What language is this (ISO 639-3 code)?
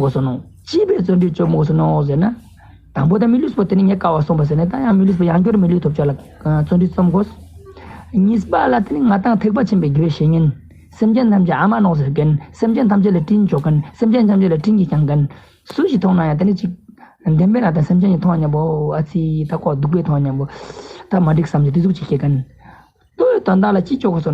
lbj